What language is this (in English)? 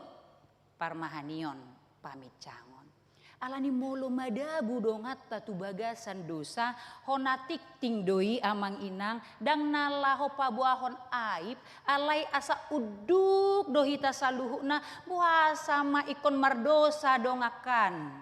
Batak Toba